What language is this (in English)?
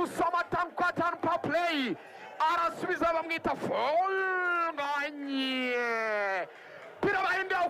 Kinyarwanda